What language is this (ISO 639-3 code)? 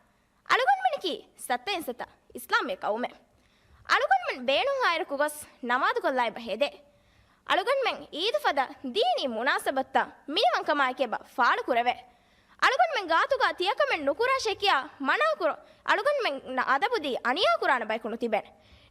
div